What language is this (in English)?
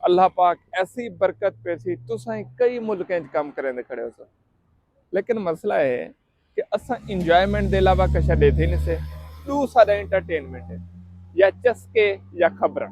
Saraiki